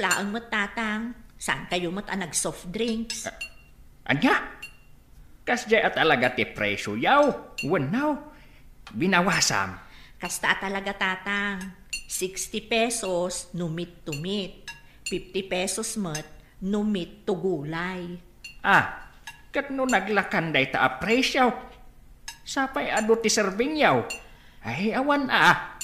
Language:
Iloko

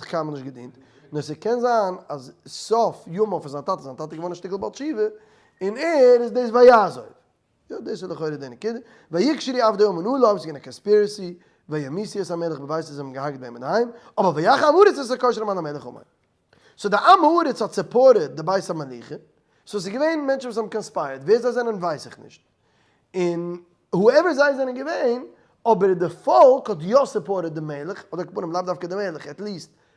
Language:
Yiddish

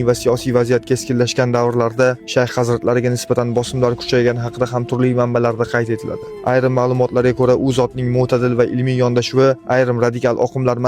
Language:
Uzbek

